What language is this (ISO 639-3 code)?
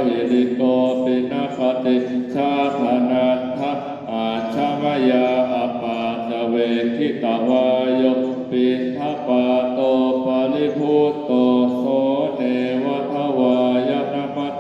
pli